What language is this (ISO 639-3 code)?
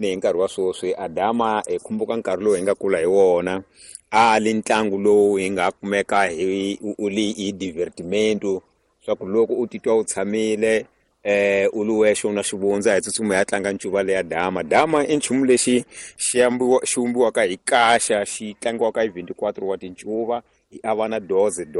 tso